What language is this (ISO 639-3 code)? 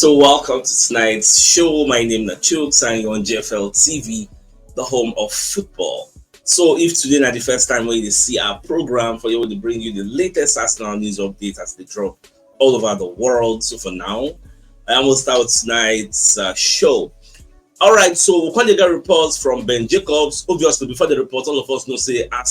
pcm